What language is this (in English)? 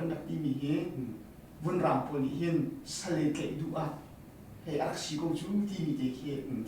Hakha Chin